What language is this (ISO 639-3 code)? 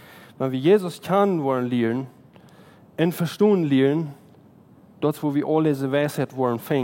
pdt